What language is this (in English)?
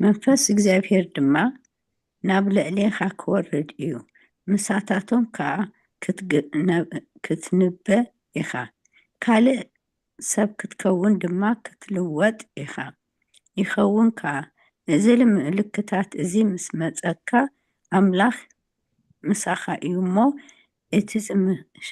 Tigrinya